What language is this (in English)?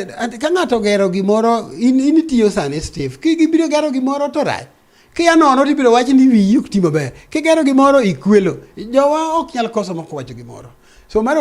Luo (Kenya and Tanzania)